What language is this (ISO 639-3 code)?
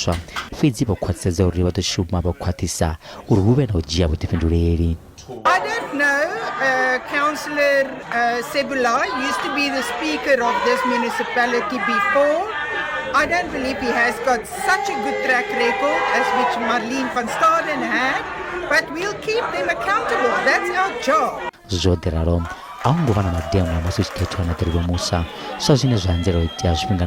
ven